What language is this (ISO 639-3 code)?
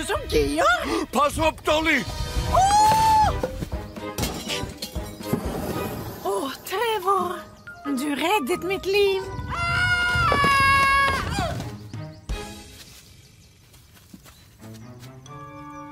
nor